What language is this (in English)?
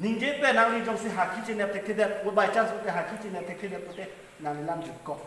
Karbi